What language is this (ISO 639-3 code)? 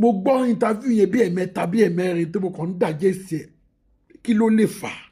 yor